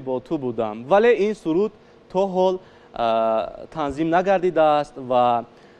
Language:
Tajik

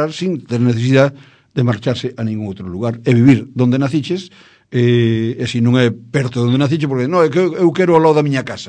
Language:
Galician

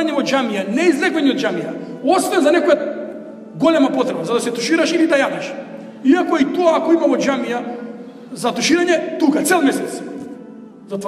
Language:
Macedonian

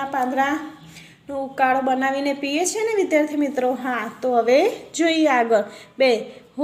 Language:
Gujarati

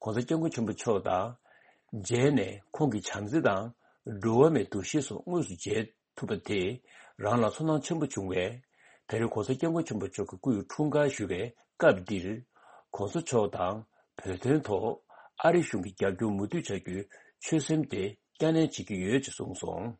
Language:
Tibetan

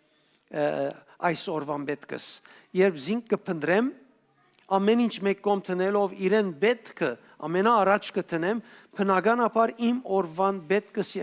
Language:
Western Armenian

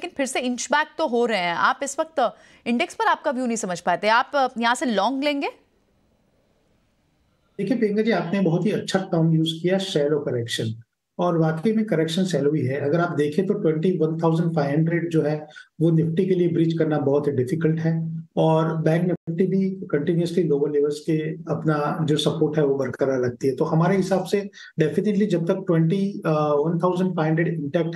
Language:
Hindi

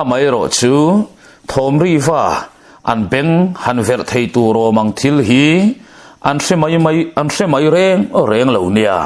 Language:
Mizo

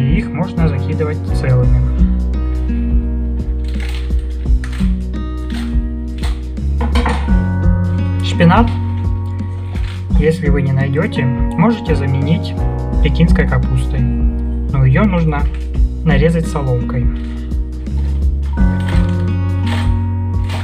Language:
Russian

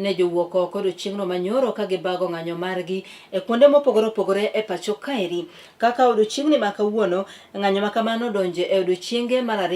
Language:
Luo (Kenya and Tanzania)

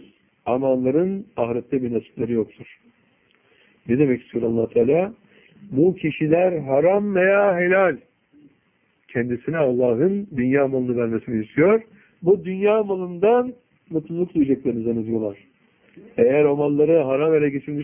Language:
Turkish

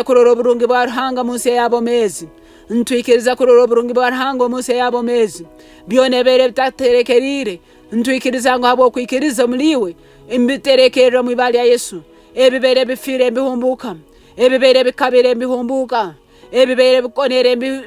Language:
Nyoro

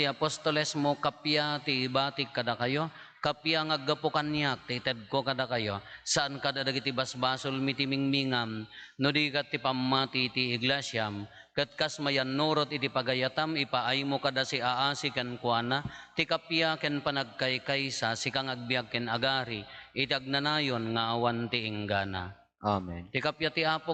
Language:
Iloko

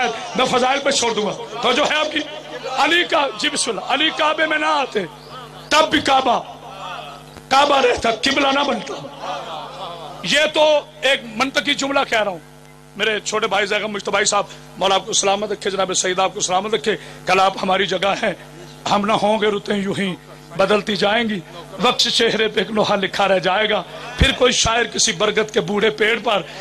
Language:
Urdu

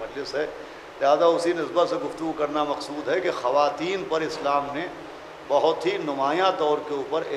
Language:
Urdu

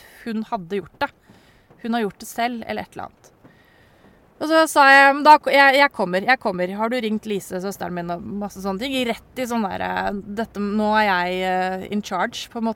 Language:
Norwegian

